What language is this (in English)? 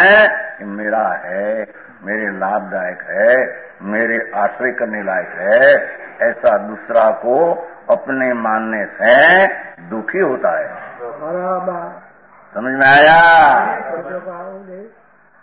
Hindi